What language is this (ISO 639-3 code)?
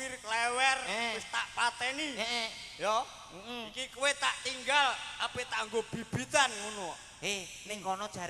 jav